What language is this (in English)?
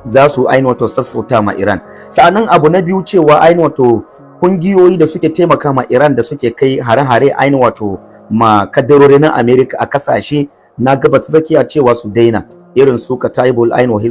Hausa